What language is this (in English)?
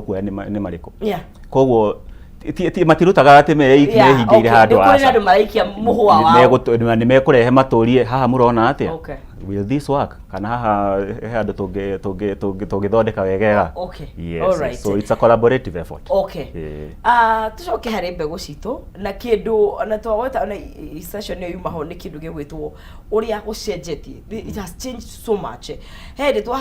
Kikuyu